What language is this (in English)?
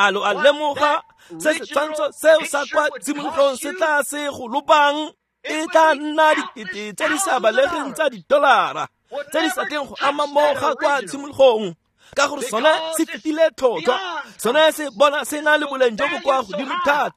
Tswana